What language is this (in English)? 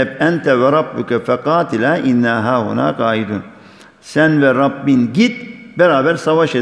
Turkish